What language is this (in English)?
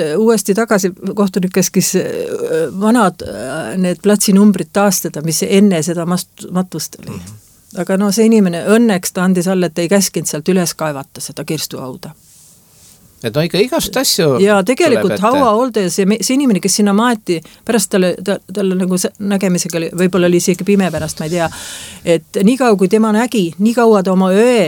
Estonian